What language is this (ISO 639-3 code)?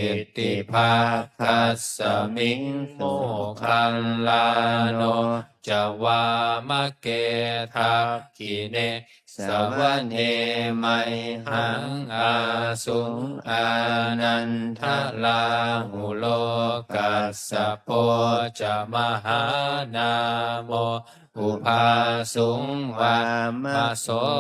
pli